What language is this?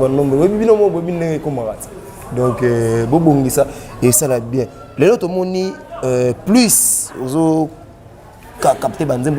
Lingala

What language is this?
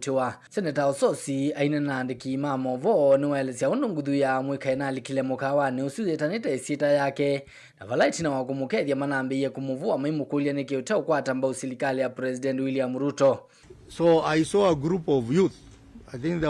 Kamba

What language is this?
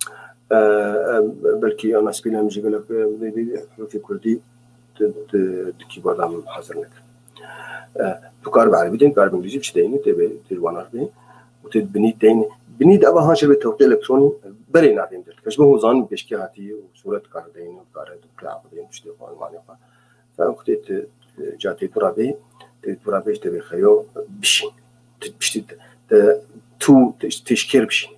Kurdish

